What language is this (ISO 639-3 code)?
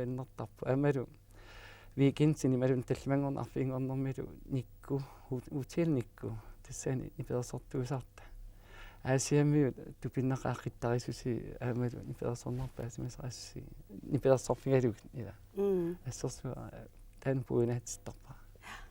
kal